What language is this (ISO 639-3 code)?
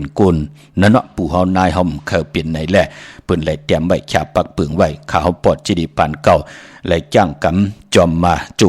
shn